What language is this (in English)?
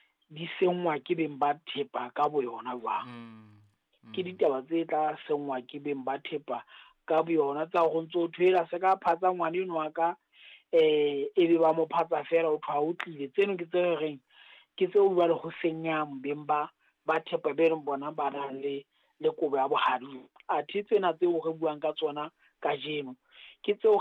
Southern Sotho